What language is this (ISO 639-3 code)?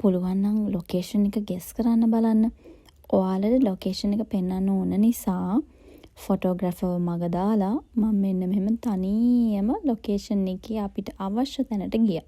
sin